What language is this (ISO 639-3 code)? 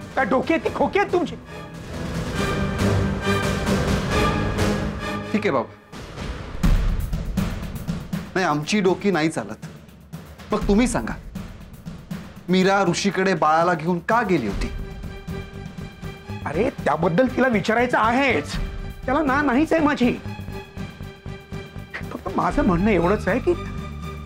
mar